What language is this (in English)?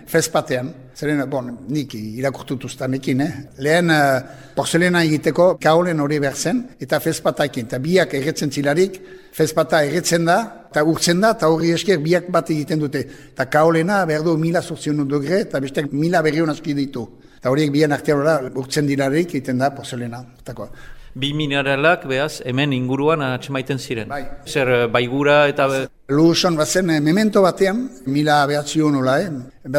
Basque